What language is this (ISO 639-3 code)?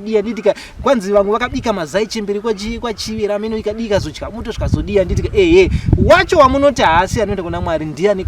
sna